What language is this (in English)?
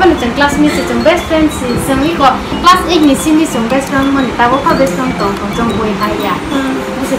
Kok Borok